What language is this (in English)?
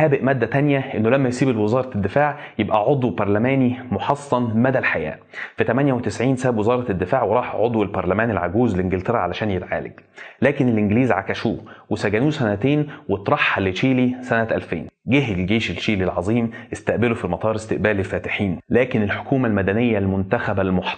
Egyptian Arabic